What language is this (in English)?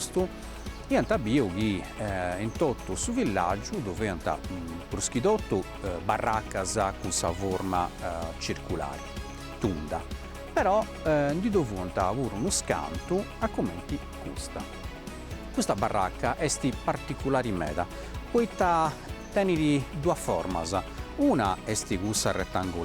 Sardinian